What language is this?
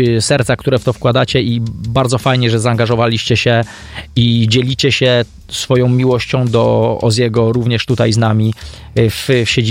Polish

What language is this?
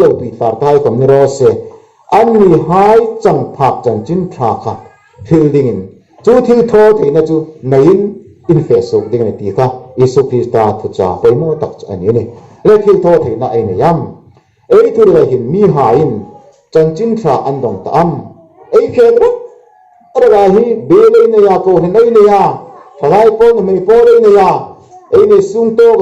Hmar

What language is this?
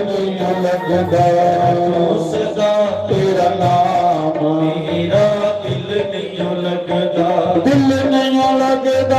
Dogri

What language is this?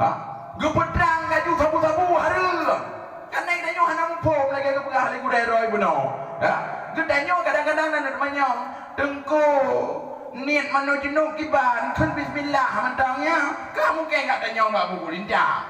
Achinese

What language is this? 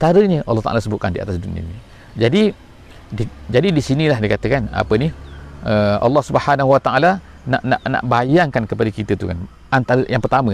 Malay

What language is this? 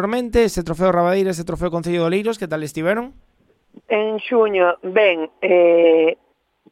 Galician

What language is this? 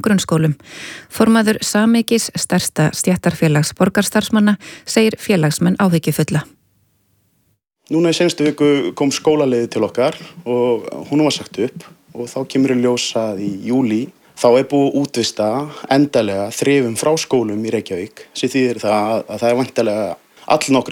Icelandic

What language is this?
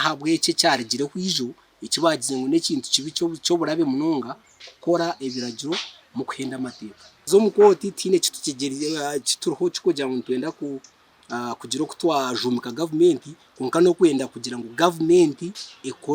Nyankole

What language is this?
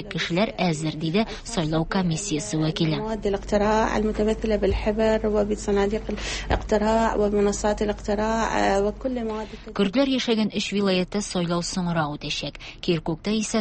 Tatar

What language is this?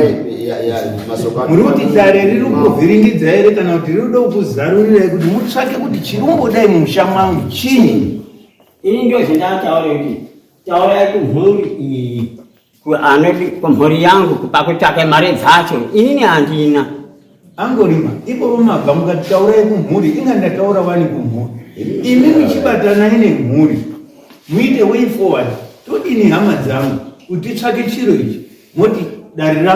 Shona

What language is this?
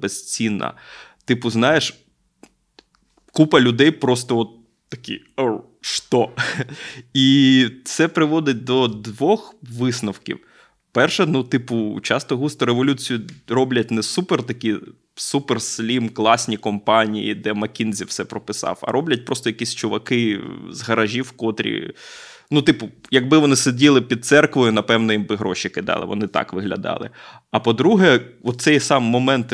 Ukrainian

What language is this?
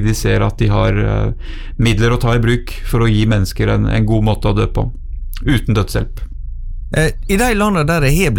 Norwegian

